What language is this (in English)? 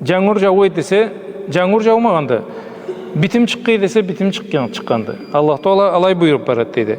Karachay-Balkar